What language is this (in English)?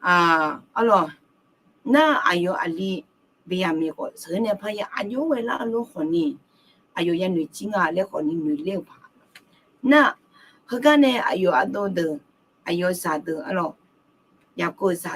Akha